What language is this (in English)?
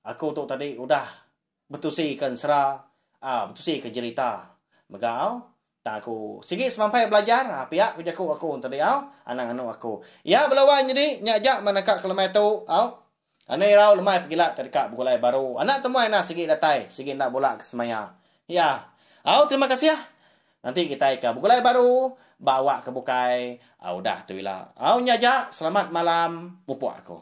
Iban